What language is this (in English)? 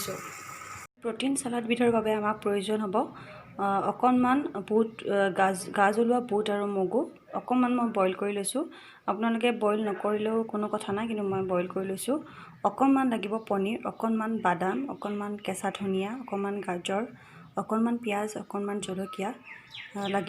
Assamese